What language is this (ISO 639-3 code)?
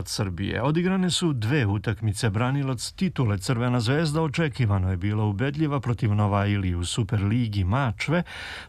srp